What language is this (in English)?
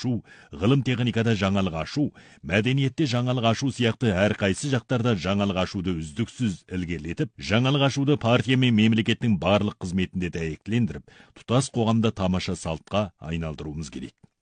Kazakh